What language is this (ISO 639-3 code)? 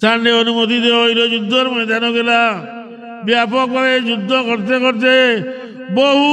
syl